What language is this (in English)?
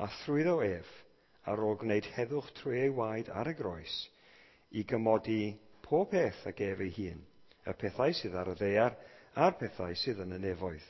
Welsh